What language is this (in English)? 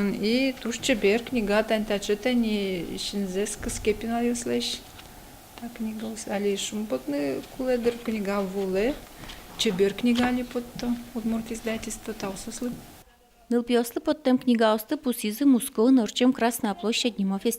Udmurt